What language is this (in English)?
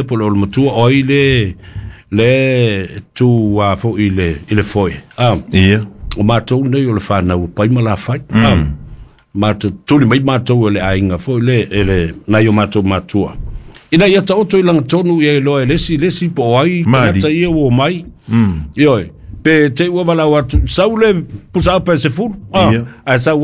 Samoan